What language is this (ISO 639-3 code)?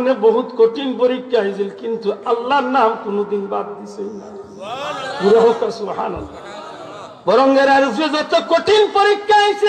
syl